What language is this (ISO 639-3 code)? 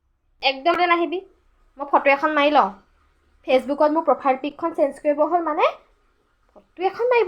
asm